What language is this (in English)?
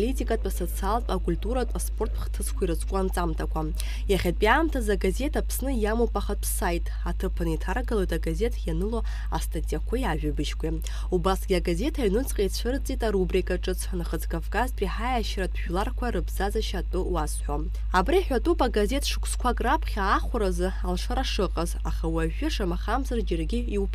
Abkhazian